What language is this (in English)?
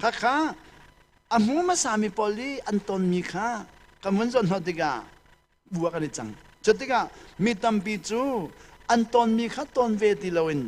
Hakha Chin